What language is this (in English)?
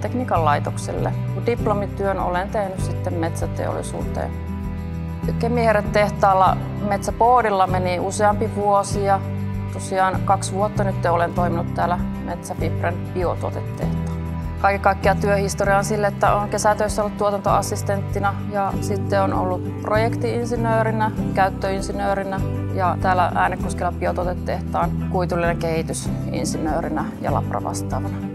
Finnish